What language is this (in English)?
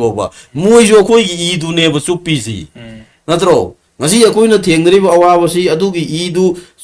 Manipuri